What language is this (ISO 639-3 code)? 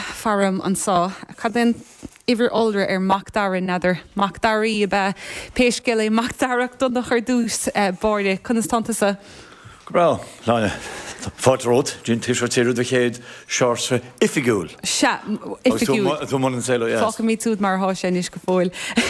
gle